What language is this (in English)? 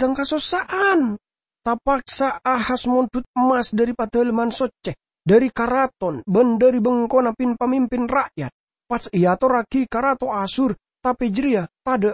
Madurese